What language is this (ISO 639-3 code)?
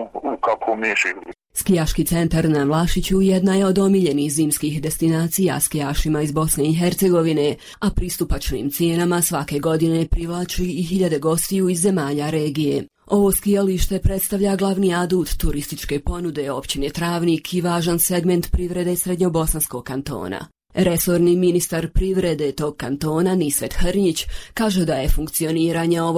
bos